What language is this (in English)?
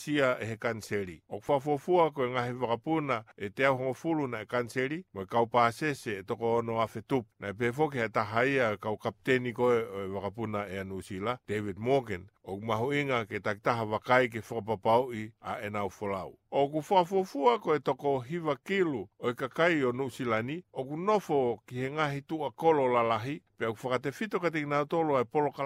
Tongan